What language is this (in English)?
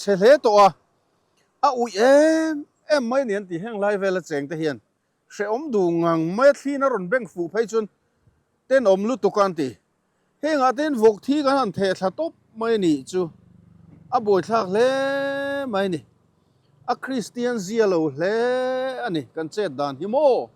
Mizo